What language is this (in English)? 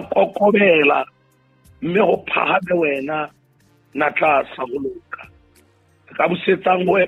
Southern Sotho